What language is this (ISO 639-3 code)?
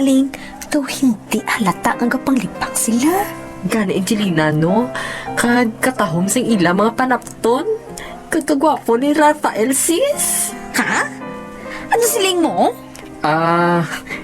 hil